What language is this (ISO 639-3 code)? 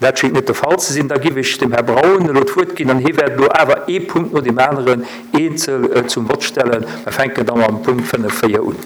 ltz